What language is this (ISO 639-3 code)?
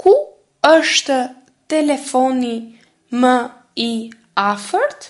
sqi